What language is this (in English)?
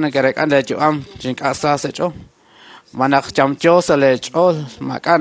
Kekchí